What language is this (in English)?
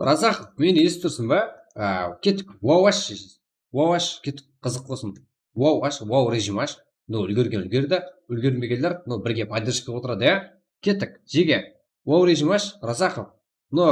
Kara-Kalpak